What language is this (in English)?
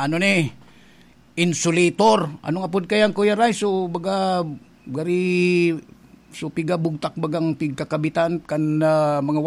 Bikol